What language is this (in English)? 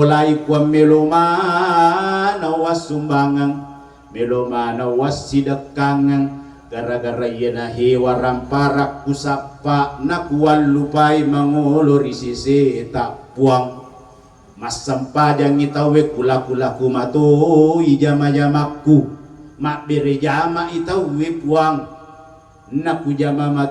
Buginese